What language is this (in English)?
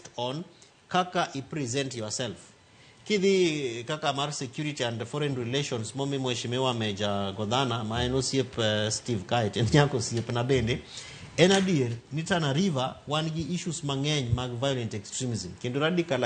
Luo (Kenya and Tanzania)